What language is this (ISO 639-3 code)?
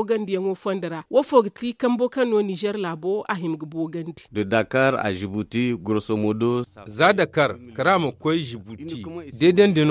dje